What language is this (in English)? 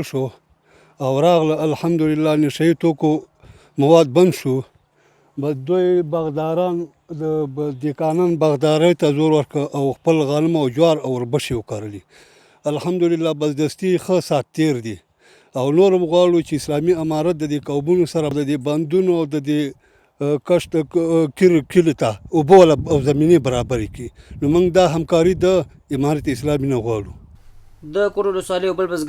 Pashto